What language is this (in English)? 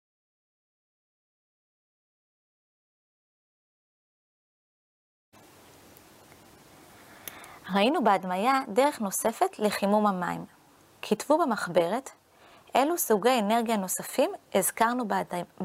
Hebrew